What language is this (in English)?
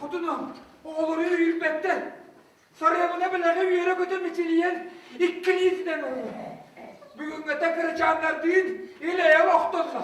Yakut